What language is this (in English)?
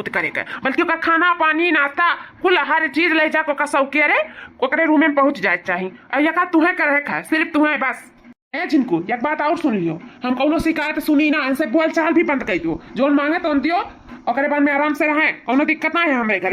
Awadhi